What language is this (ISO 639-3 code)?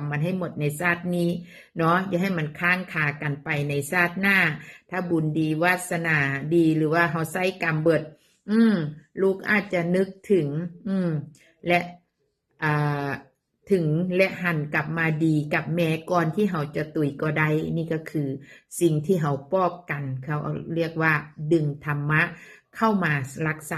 tts